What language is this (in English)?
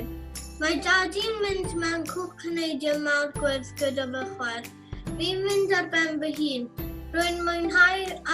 Welsh